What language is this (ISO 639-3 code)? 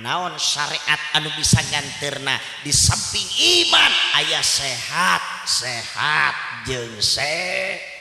sun